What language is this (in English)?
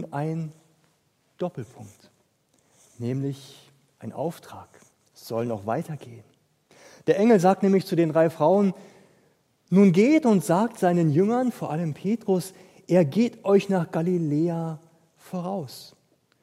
German